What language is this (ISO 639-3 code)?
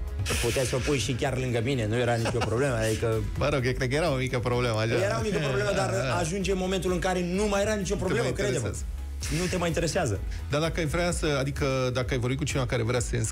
ron